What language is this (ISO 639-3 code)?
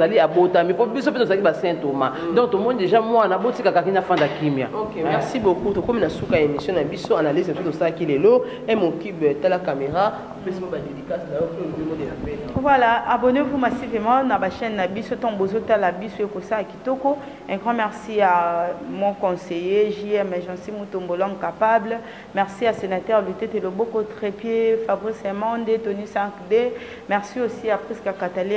lin